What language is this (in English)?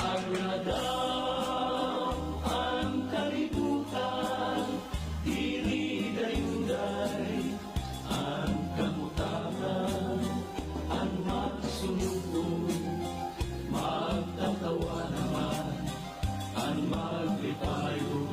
Waray